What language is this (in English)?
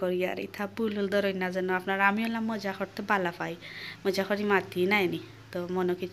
Sylheti